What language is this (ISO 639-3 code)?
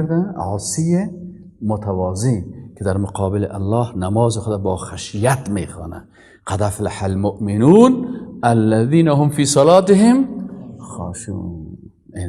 fas